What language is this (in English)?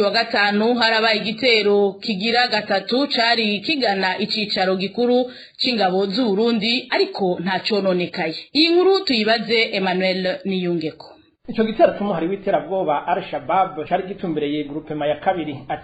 Rundi